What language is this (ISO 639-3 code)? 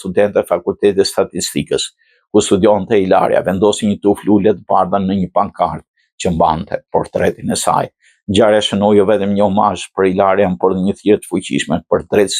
sqi